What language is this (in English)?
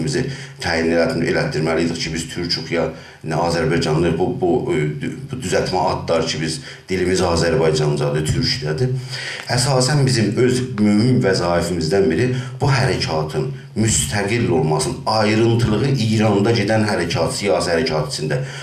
South Azerbaijani